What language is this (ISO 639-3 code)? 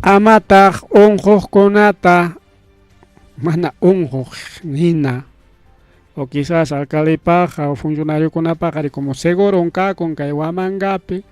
quy